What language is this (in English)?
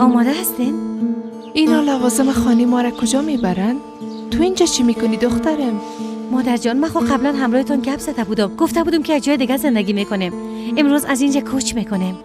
Persian